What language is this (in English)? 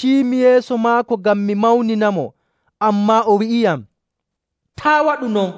Nigerian Fulfulde